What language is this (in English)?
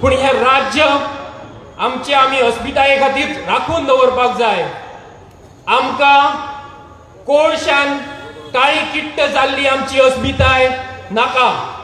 Konkani